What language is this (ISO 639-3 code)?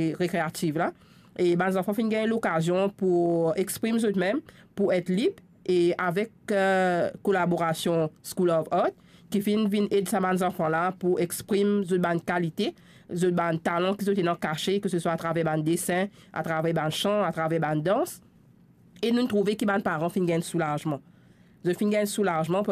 mfe